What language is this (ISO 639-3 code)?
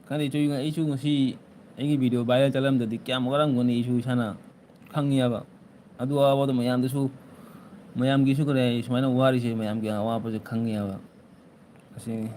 mni